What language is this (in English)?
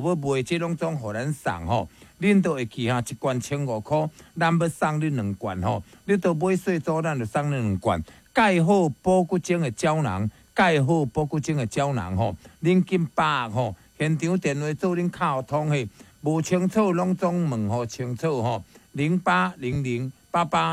Min Nan Chinese